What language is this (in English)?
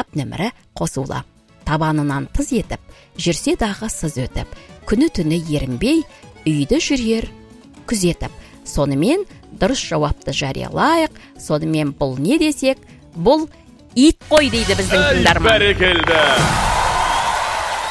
Kazakh